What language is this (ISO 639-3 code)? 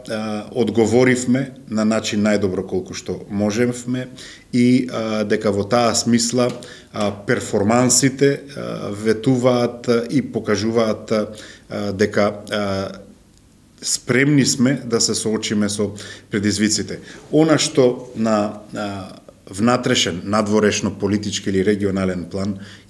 mkd